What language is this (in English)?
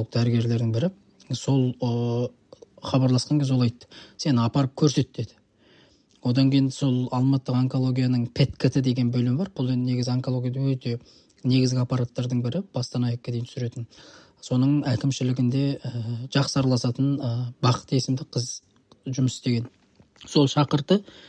Kazakh